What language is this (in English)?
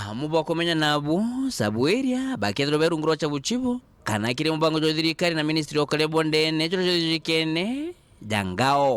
Meru